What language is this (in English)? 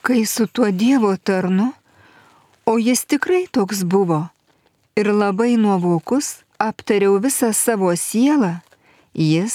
Lithuanian